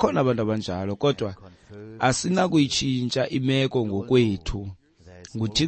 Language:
Xhosa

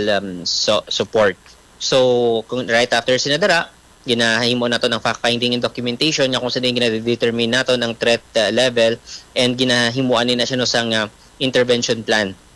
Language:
Hiligaynon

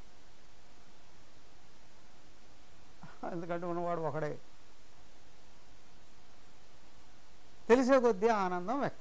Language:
Telugu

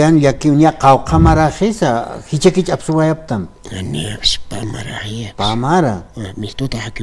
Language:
Aymara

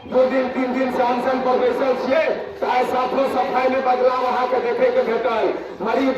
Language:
Maithili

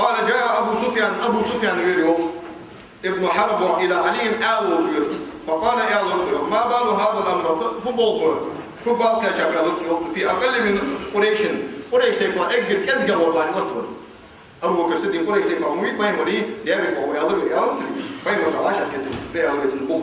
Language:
Ingush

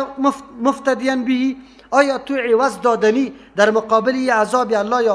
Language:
Persian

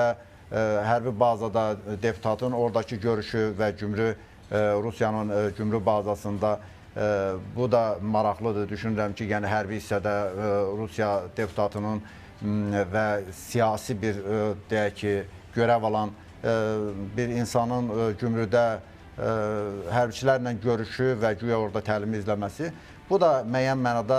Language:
Azerbaijani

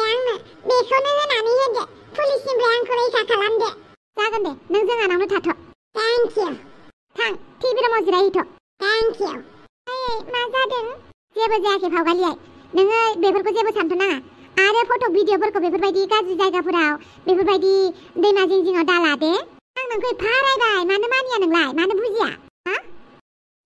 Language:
Bodo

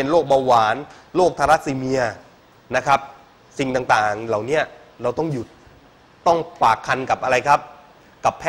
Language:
Thai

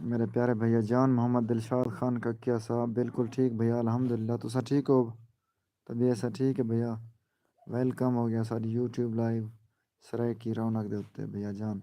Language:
Saraiki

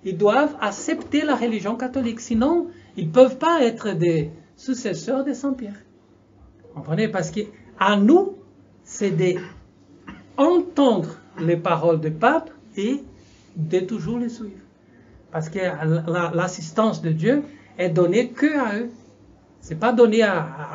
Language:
French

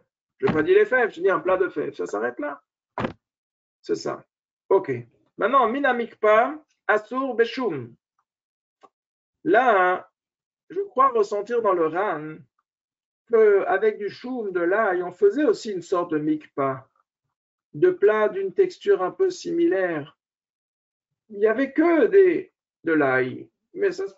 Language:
French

